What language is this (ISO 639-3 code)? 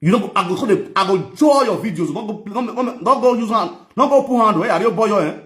pcm